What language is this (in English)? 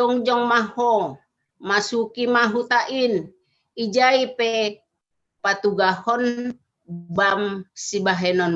Batak Simalungun